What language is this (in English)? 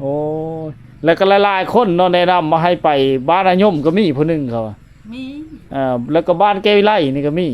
Lao